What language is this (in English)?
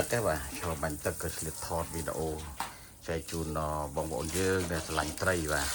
Khmer